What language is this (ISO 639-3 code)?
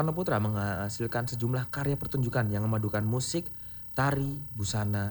ind